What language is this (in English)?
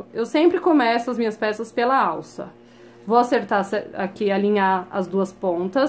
Portuguese